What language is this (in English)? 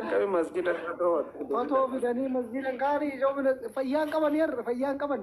Oromo